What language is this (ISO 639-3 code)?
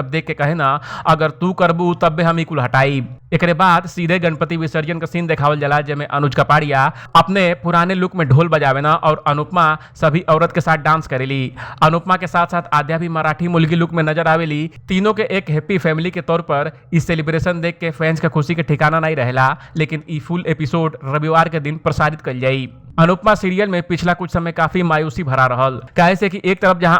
bho